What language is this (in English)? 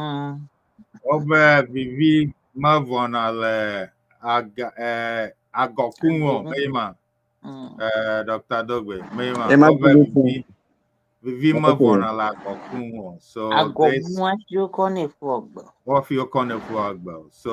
Ewe